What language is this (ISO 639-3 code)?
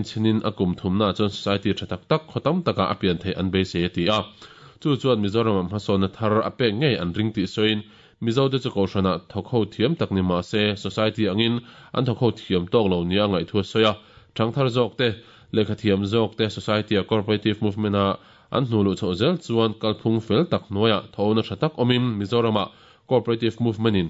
lus